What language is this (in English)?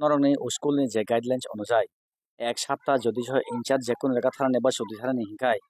Kok Borok